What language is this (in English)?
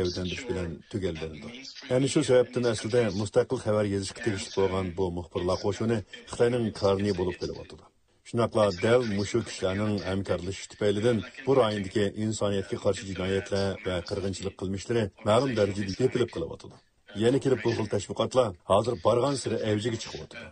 Uyghur